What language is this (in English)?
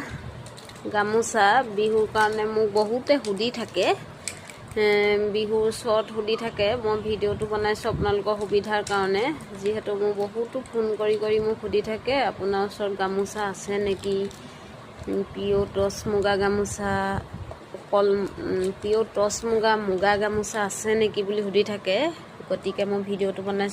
Assamese